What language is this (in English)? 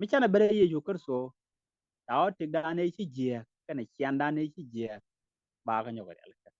Nuer